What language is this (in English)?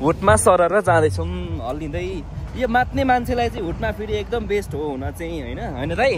Nepali